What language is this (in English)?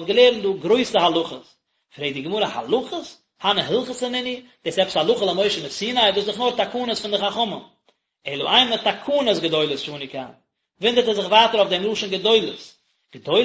Yiddish